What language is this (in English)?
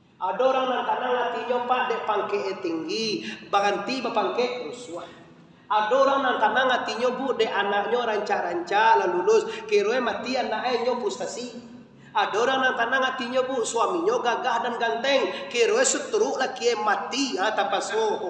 Minangkabau